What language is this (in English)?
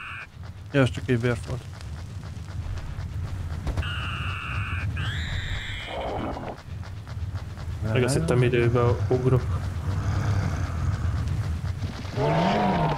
Hungarian